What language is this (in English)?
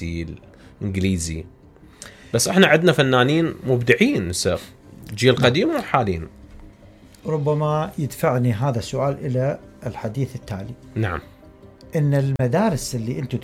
Mesopotamian Arabic